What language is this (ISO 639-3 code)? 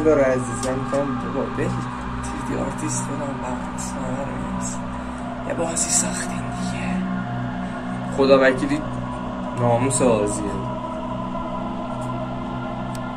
fas